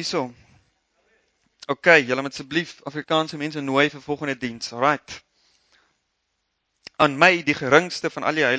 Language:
Afrikaans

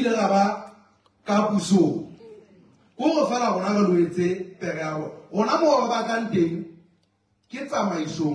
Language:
Southern Sotho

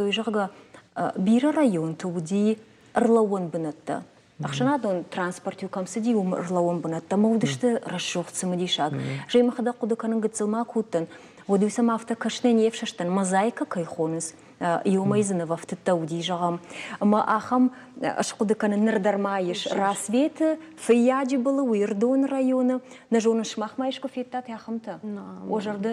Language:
Ossetic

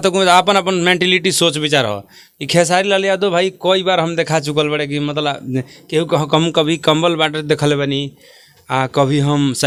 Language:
Bhojpuri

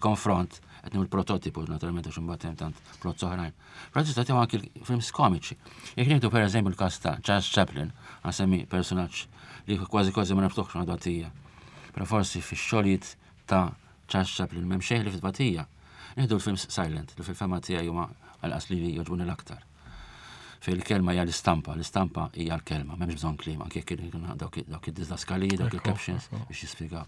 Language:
Maltese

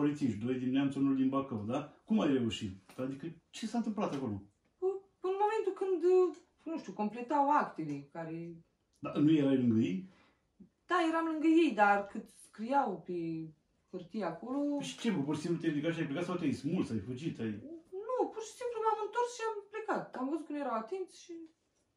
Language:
Romanian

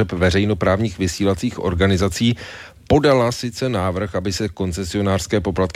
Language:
Czech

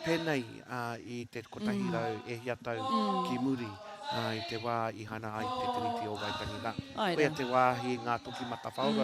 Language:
Māori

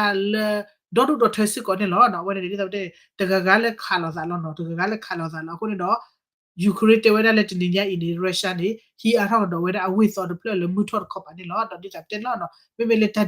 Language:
S'gaw Karen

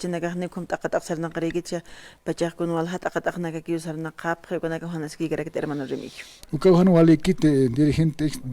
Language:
Aymara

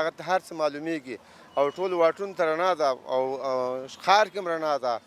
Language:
Pashto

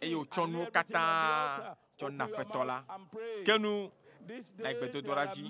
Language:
Ewe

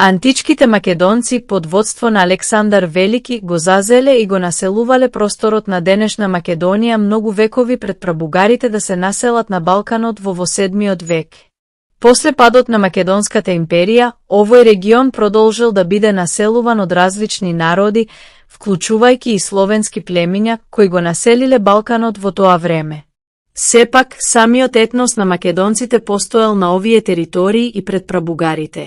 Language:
Macedonian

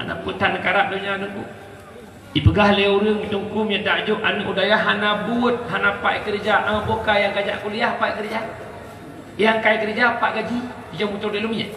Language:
Achinese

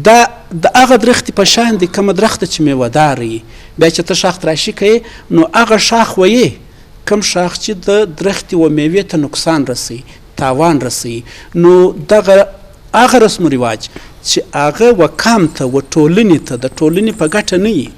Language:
Eastern Balochi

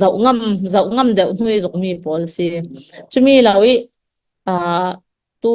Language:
Falam Chin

